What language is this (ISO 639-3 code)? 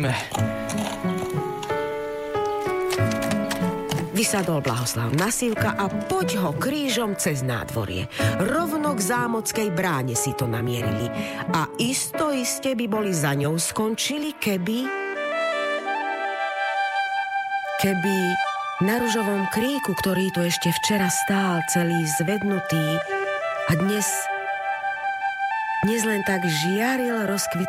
slk